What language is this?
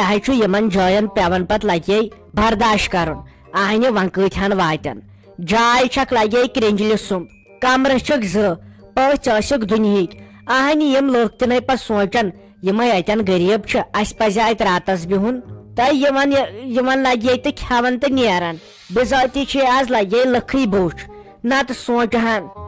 Kashmiri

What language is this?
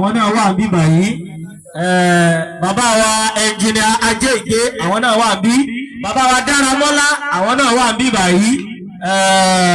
Yoruba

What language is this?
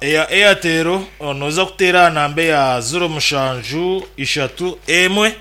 Nyankole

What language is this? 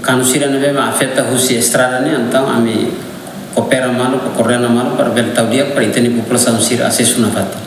Tetum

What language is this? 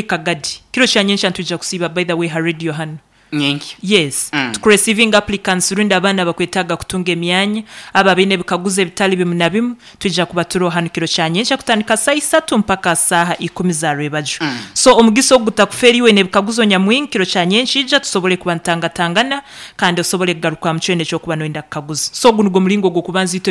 Nyankole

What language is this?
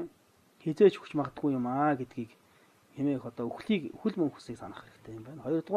Mongolian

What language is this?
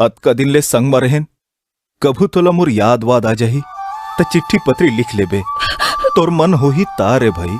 Chhattisgarhi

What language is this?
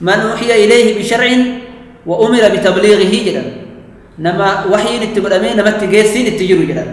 Oromo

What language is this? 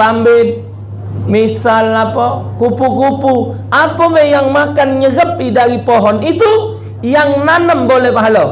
Musi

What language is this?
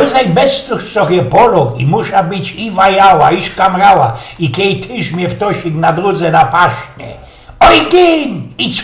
Silesian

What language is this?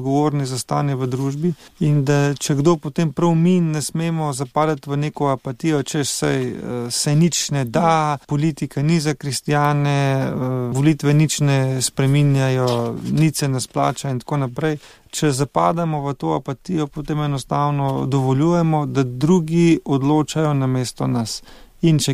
Slovenian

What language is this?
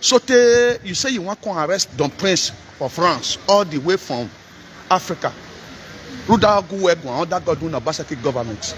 Nigerian Pidgin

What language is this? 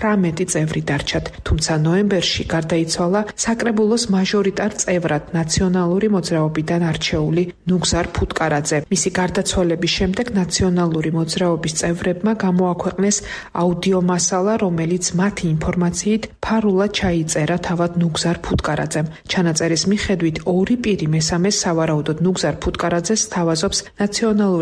Georgian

